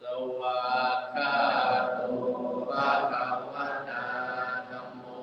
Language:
Pali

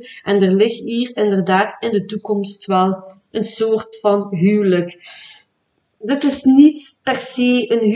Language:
Dutch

